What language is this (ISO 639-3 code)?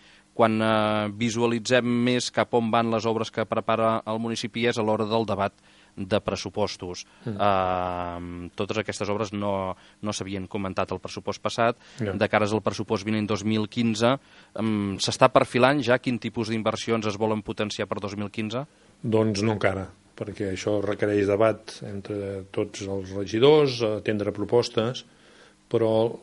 cat